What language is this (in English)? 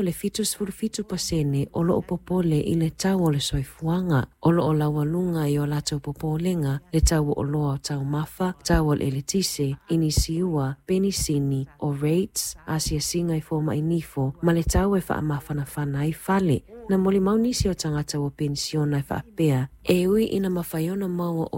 Samoan